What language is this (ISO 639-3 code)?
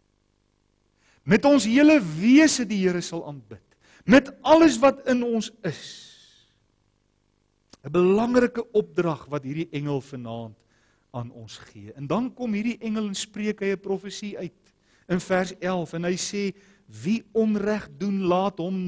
afr